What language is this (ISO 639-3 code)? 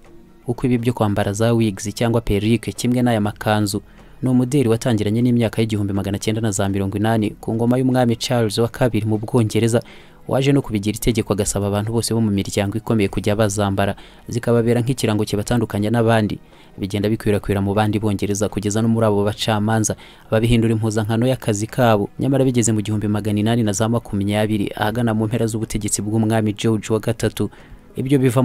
kin